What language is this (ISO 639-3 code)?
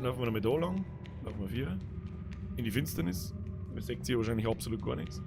bar